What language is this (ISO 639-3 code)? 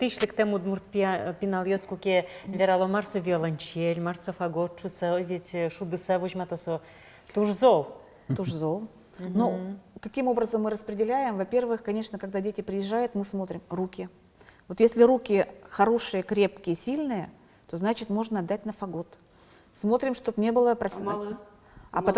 udm